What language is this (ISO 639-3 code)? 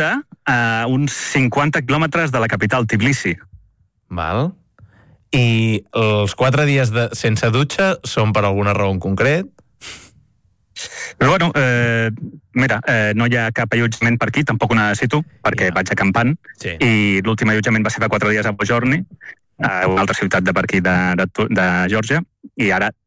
cat